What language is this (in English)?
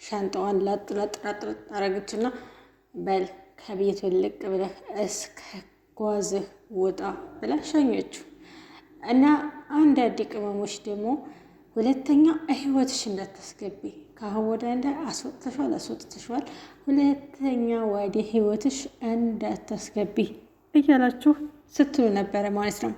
Amharic